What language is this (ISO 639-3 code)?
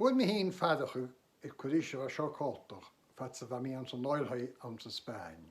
gla